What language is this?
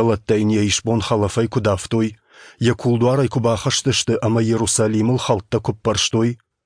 Ossetic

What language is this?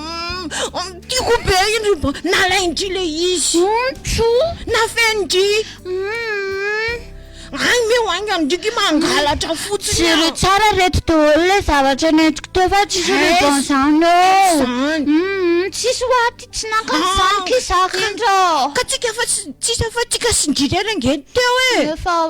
Malagasy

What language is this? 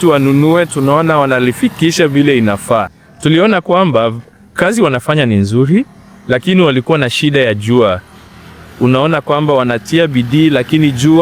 Swahili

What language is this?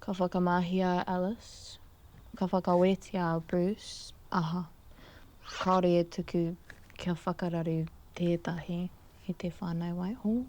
Māori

